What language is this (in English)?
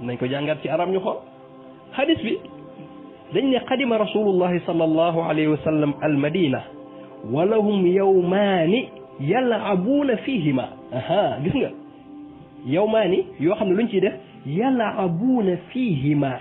Wolof